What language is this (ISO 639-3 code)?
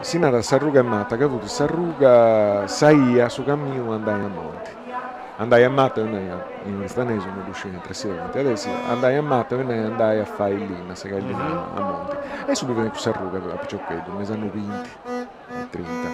srd